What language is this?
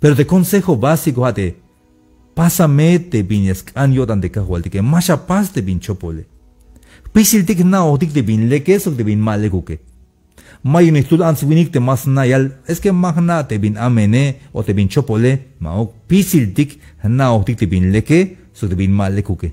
Tzeltal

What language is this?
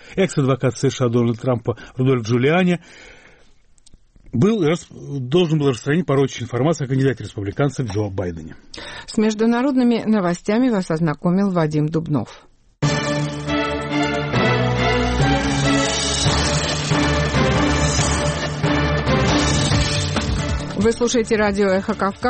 Russian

